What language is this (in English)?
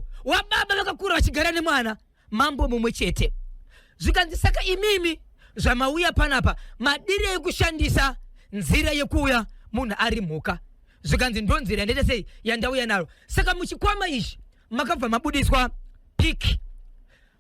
Shona